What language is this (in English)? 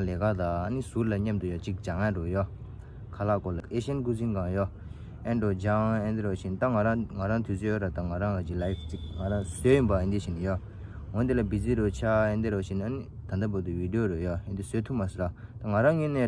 Tibetan